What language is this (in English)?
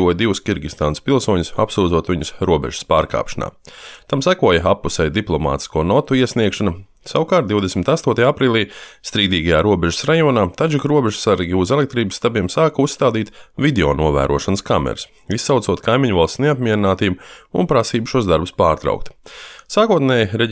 Latvian